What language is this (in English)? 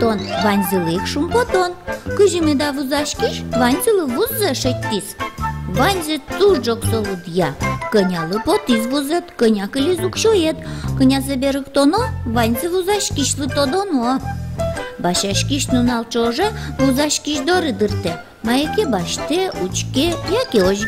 Udmurt